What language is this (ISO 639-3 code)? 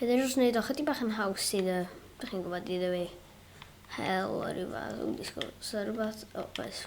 cym